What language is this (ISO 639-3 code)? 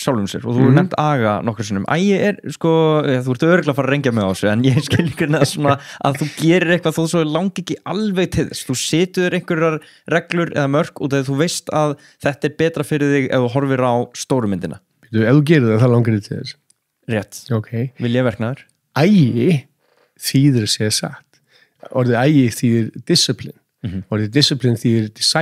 isl